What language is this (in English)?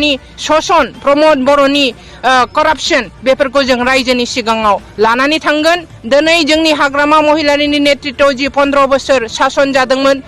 Bodo